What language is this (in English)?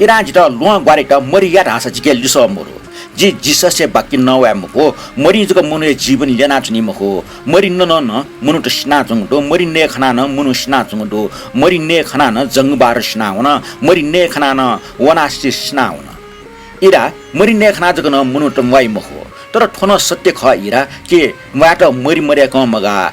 Newari